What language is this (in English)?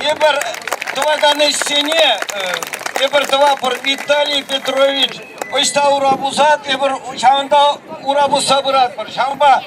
Chuvash